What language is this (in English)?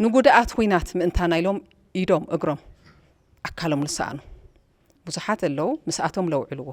Tigrinya